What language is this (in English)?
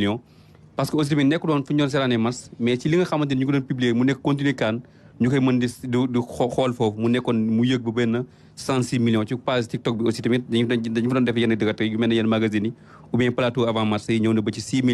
Wolof